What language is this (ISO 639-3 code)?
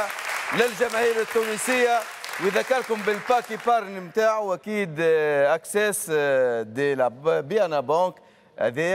aeb